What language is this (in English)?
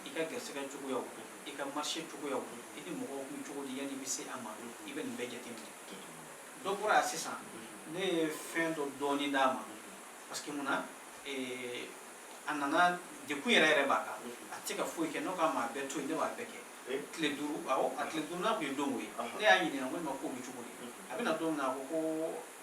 Bambara